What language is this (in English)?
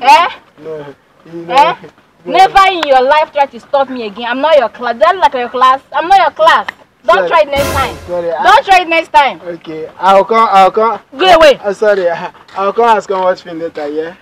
Nigerian Pidgin